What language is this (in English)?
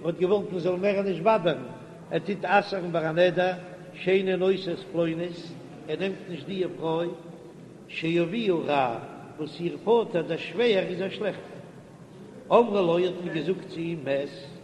Yiddish